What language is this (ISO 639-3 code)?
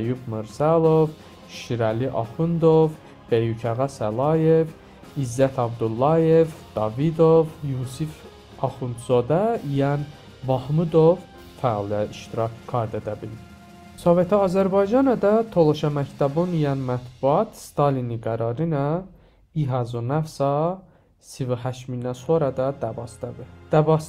tly